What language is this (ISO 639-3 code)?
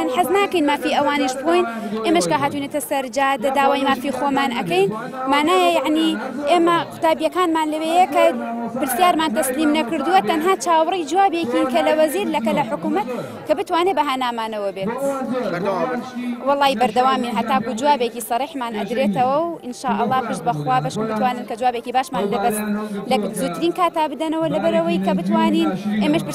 ckb